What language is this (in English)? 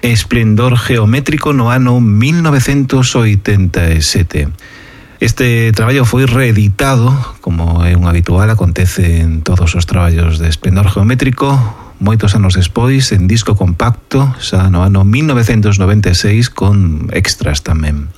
Galician